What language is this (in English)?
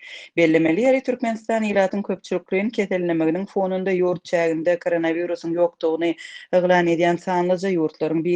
Turkmen